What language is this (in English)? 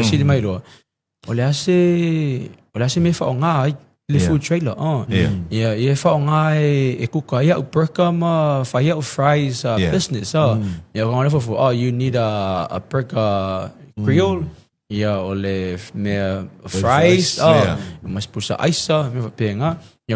Samoan